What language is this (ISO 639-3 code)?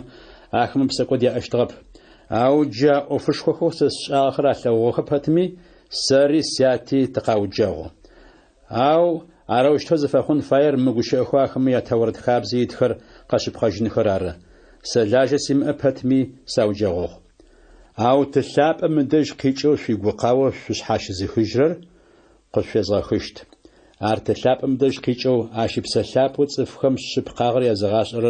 ady